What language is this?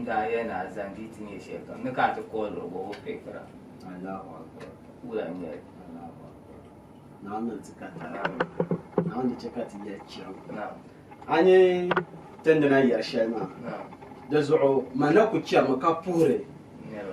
Dagbani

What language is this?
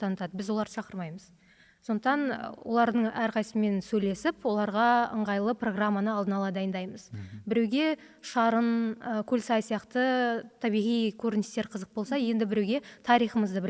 Kazakh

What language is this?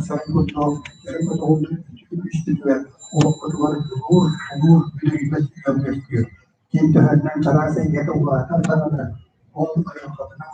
Yakut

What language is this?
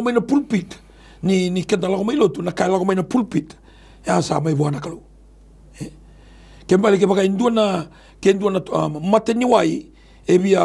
Fijian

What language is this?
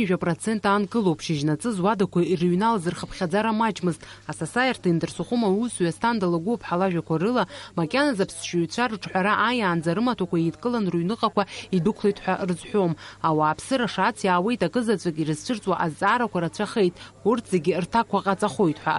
Abkhazian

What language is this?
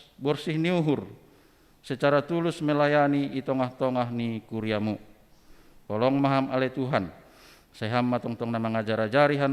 Batak Simalungun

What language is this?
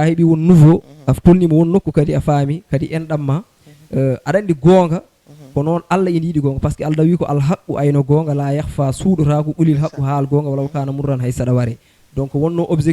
Fula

